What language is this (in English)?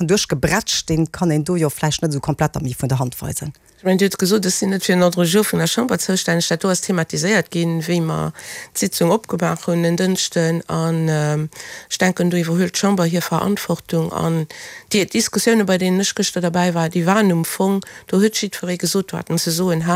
Luxembourgish